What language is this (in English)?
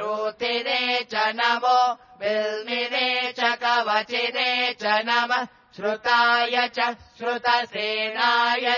Sanskrit